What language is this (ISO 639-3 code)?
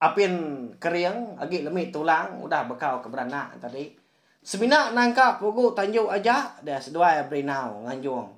iba